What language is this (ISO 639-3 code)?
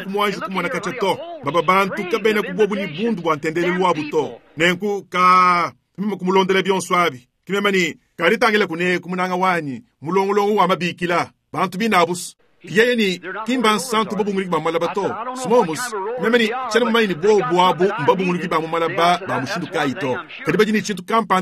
lua